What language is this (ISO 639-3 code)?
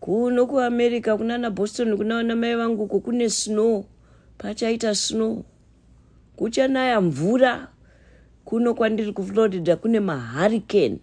sna